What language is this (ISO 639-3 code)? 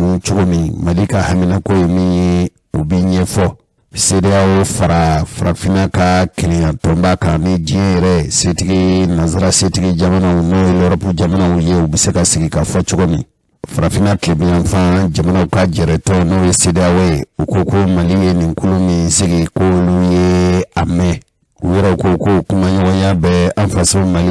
bam